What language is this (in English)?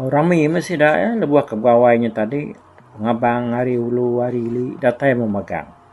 Iban